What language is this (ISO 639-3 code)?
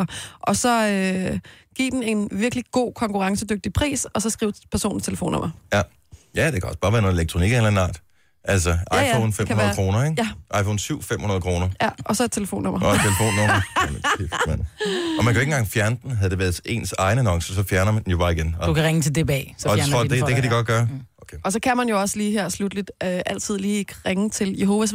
dan